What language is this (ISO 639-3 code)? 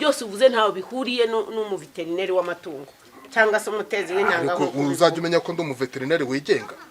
kin